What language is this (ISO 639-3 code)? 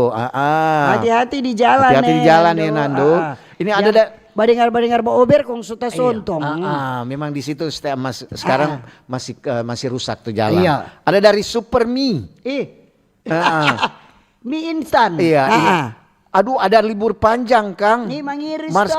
xmm